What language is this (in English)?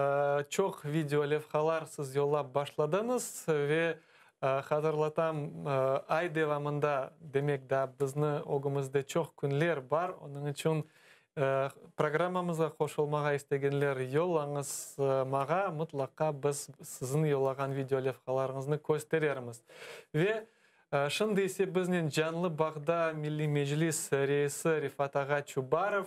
Crimean Tatar